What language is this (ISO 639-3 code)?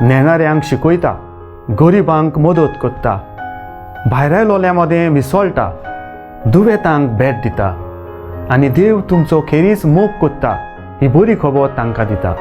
kok